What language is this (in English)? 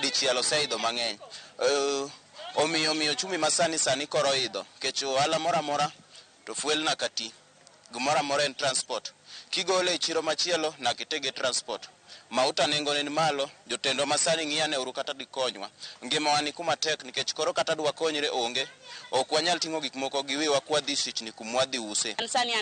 Luo (Kenya and Tanzania)